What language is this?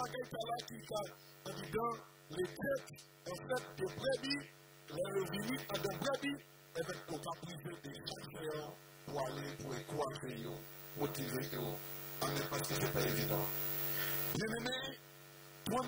French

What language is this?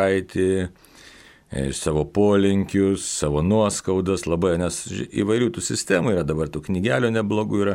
Lithuanian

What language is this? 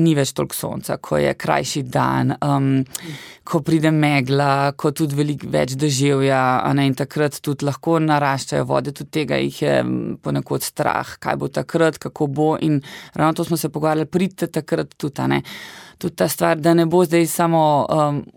Slovenian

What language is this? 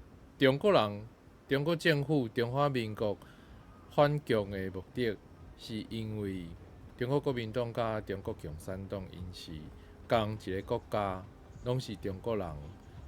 Min Nan Chinese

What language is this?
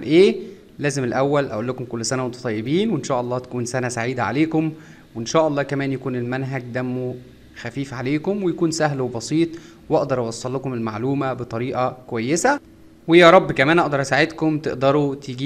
Egyptian Arabic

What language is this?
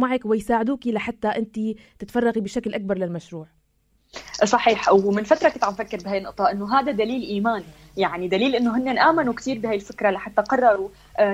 North Levantine Arabic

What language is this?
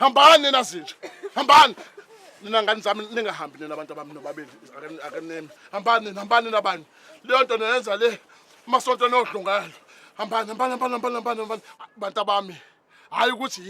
Zulu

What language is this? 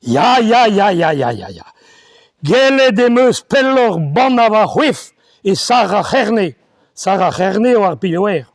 Breton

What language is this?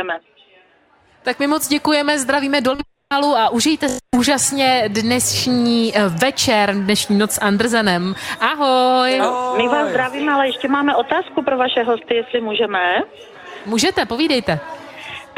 Czech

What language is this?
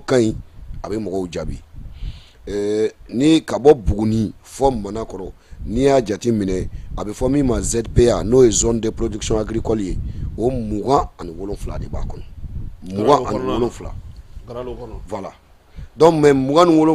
Bambara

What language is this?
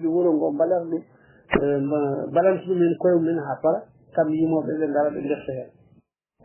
Fula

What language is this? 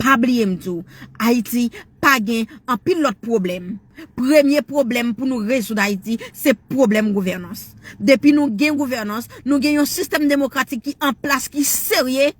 Haitian Creole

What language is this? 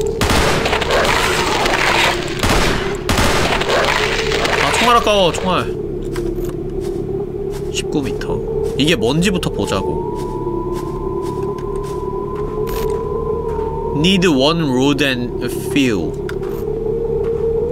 Korean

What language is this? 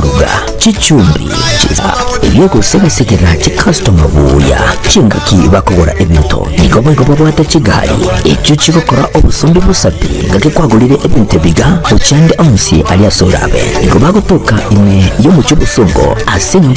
Gusii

